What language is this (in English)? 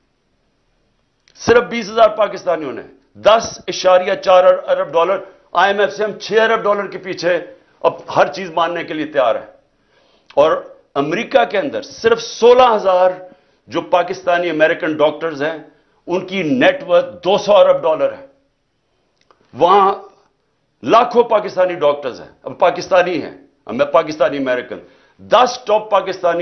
Urdu